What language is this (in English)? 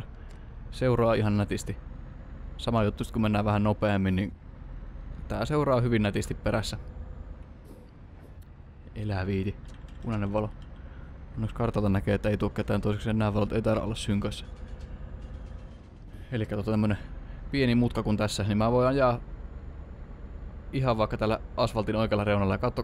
Finnish